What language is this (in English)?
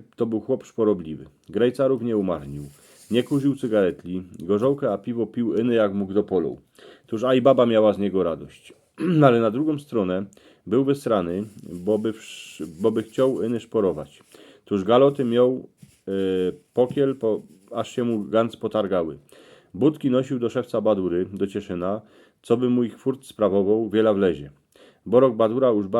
Silesian